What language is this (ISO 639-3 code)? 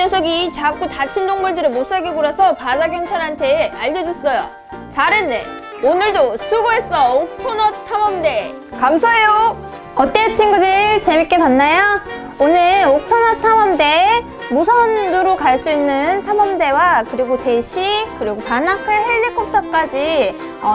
kor